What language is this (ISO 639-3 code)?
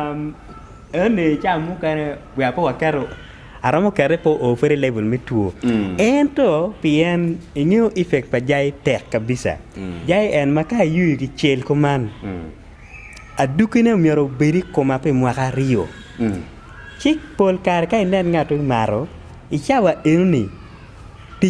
ach